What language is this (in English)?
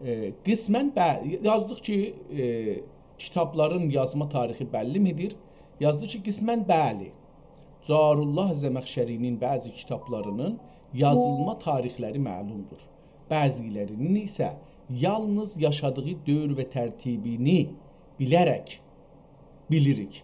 South Azerbaijani